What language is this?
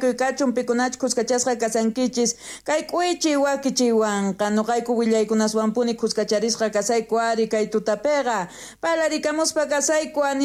South Bolivian Quechua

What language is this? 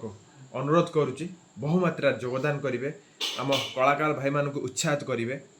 Odia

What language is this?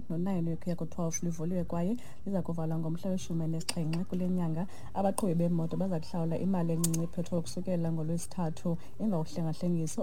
Xhosa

